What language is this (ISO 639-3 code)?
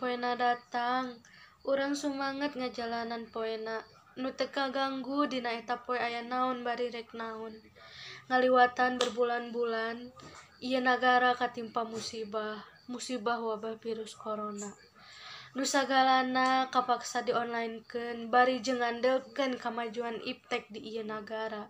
sun